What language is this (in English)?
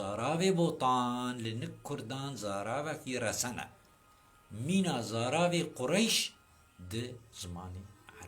Kurdish